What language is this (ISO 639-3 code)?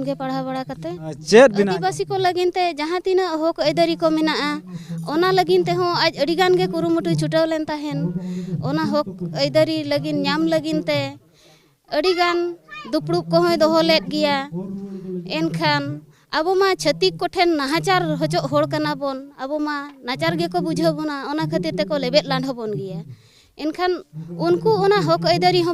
sat